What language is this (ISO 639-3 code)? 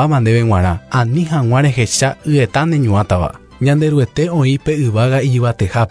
grn